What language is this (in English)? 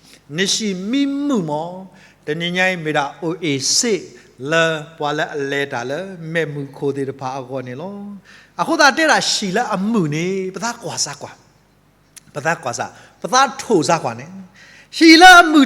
S'gaw Karen